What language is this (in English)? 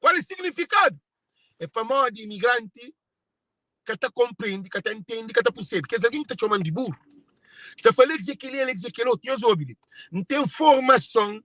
Kabuverdianu